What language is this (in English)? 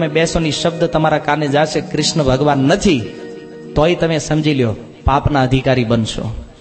Gujarati